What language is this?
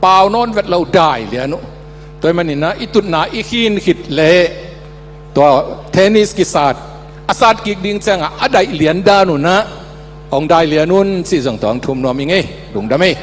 Tedim Chin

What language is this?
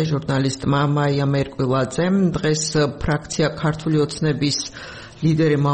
Georgian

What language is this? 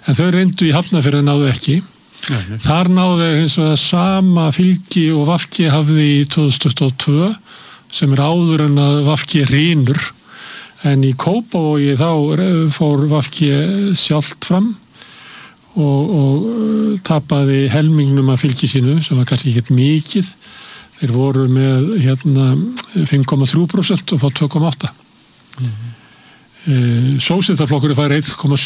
Icelandic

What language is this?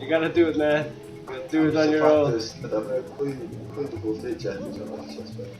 Faroese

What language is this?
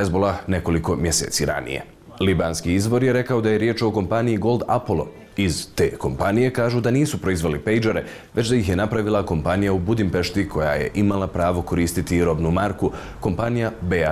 Bosnian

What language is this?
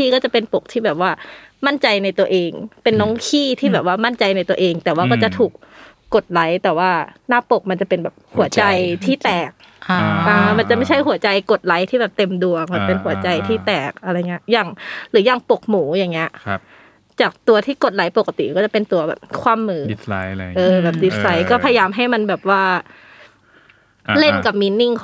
Thai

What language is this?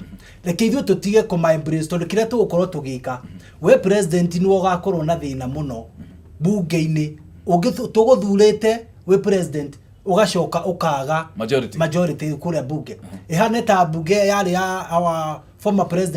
Kikuyu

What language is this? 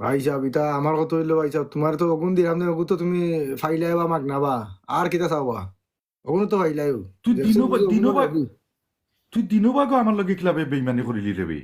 Sylheti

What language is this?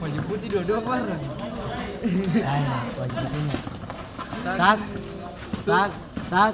Ambonese Malay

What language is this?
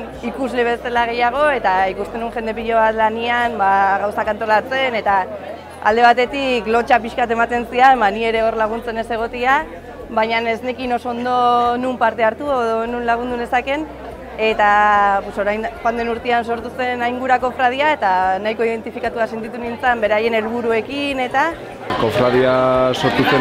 Basque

